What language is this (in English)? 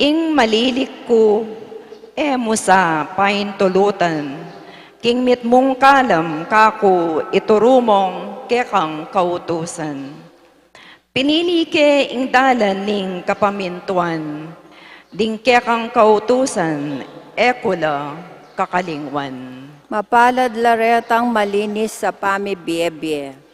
Pampanga